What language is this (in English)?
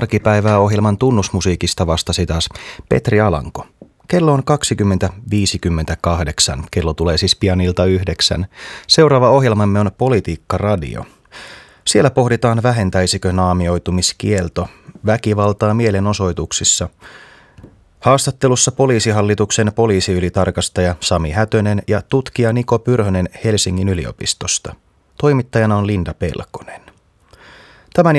Finnish